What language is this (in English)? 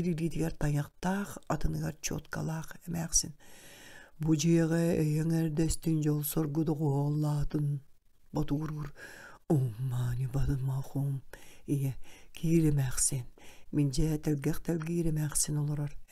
Yakut